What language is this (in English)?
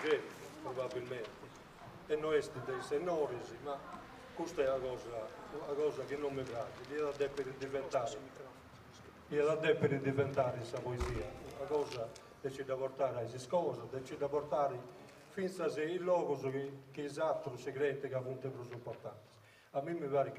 Sardinian